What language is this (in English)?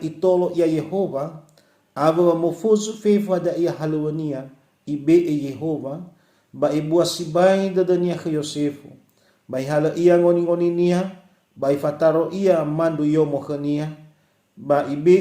Nias